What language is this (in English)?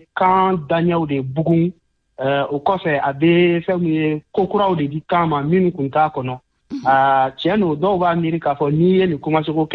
Bambara